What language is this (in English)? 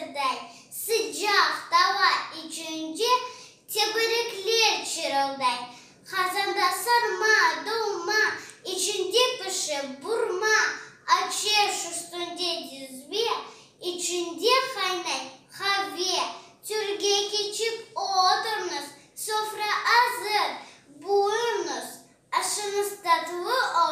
Crimean Tatar